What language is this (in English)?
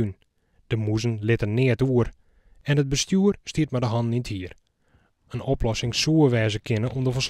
Western Frisian